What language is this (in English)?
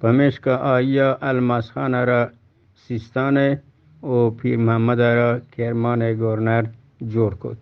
Eastern Balochi